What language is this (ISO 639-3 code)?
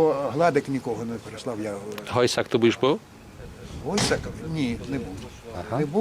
rue